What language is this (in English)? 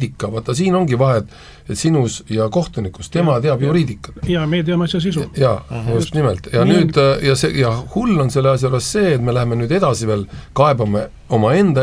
Estonian